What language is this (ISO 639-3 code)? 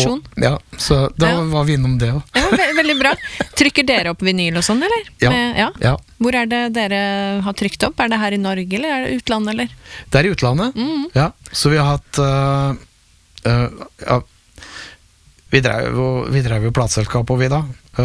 nor